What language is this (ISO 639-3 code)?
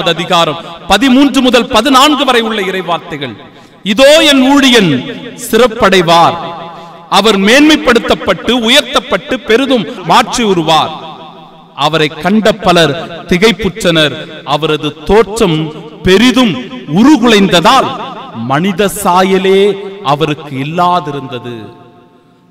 tam